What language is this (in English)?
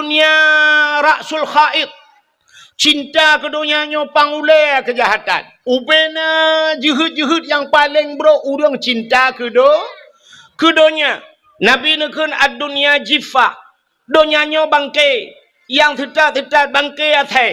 Achinese